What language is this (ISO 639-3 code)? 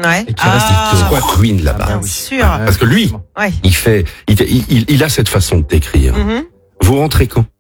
fra